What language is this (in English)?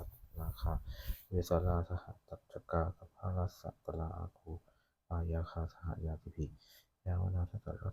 Pali